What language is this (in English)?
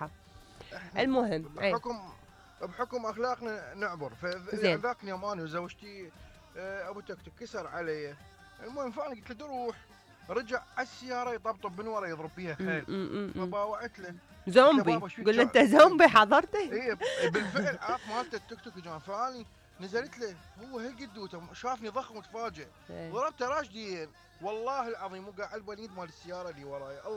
Mesopotamian Arabic